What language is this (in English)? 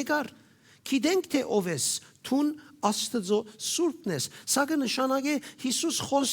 Western Armenian